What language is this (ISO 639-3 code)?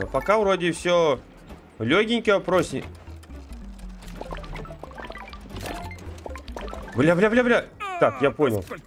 rus